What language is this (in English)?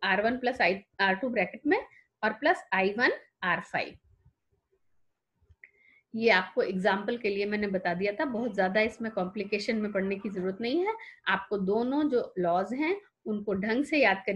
Hindi